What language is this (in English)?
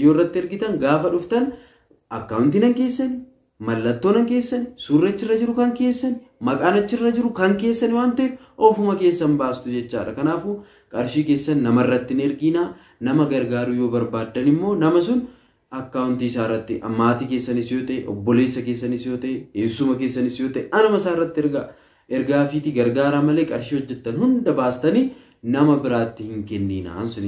Oromo